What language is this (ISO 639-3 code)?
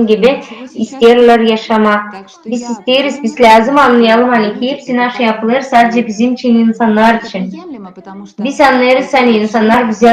gag